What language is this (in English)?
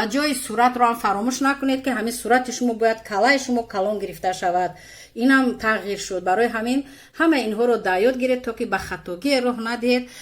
Tajik